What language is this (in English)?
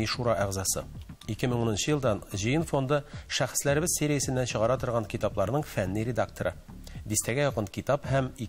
Tatar